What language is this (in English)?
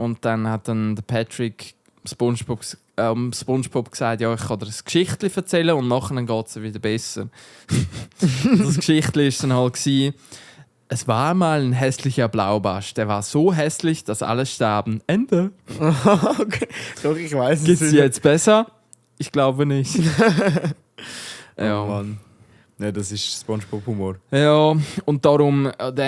Swiss German